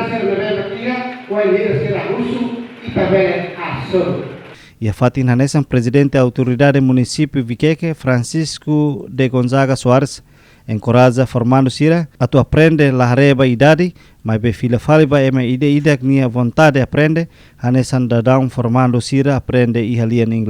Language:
Tetum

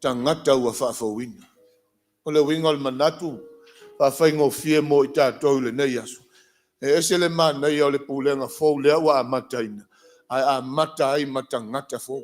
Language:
Samoan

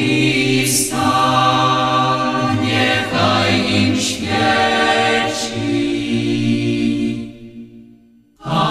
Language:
Polish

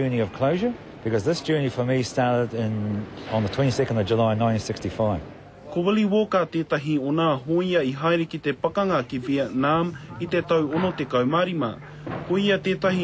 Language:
Māori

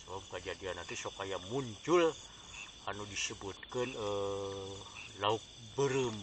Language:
Sundanese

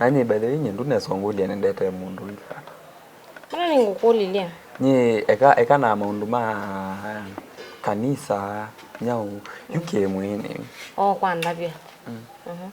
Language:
Kamba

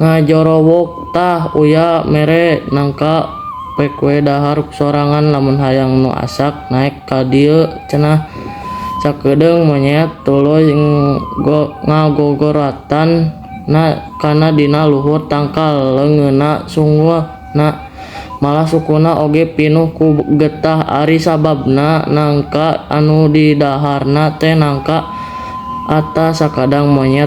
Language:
Sundanese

